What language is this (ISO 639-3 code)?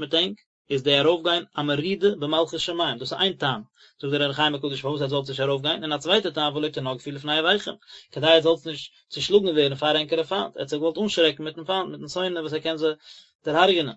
yid